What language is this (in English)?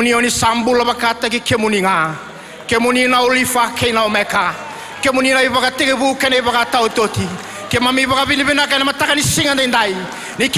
Fijian